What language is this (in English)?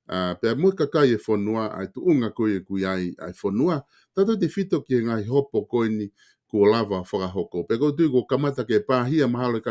Tongan